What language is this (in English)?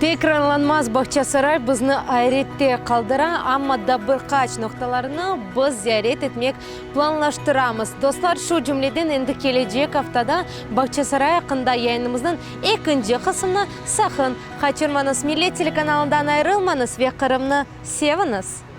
Crimean Tatar